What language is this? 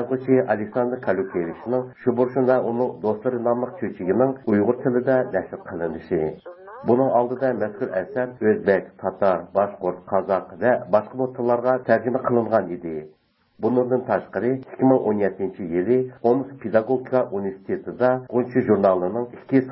Uyghur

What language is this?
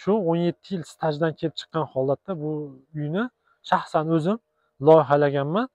Uzbek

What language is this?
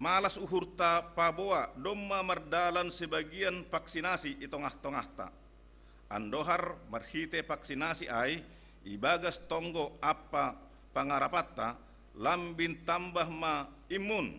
Batak Simalungun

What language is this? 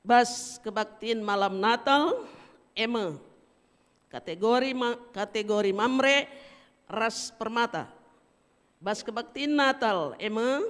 Batak Karo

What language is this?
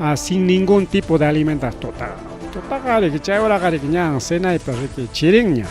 Ayacucho Quechua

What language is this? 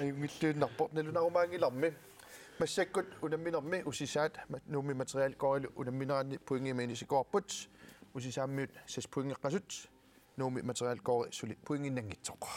Kalaallisut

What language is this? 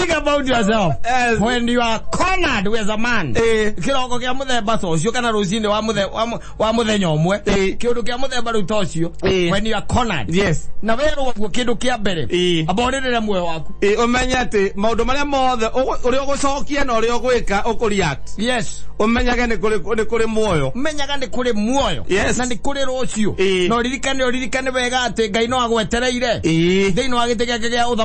Kikuyu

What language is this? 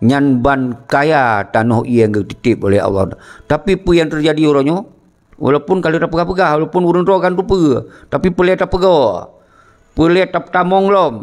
Achinese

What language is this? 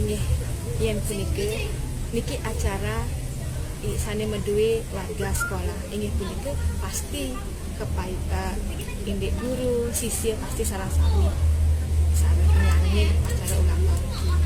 Balinese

